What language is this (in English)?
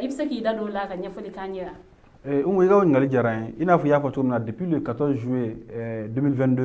Bambara